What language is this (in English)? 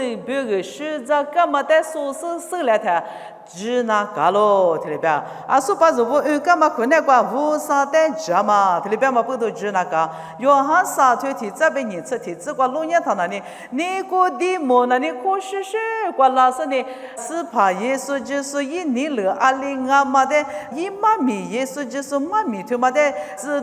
Lisu